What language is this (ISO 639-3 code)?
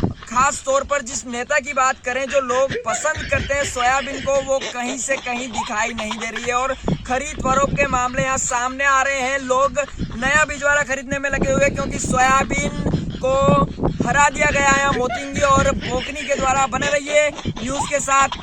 raj